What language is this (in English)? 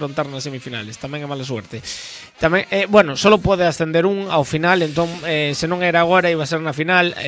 Galician